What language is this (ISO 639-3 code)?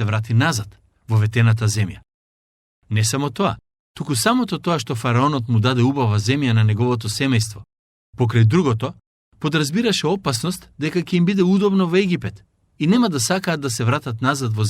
mkd